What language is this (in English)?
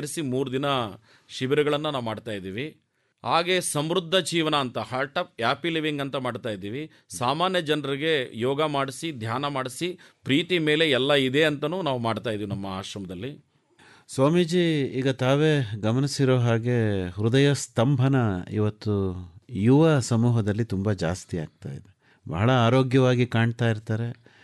Kannada